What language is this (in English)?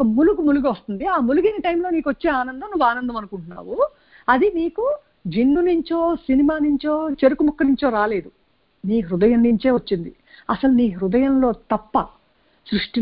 Telugu